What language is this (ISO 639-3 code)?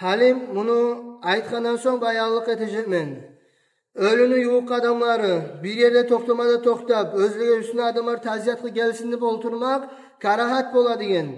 kum